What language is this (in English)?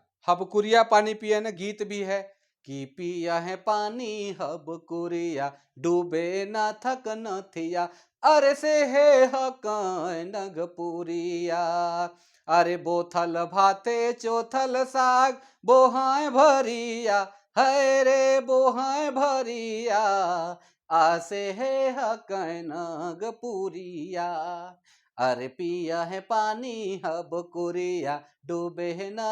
Sadri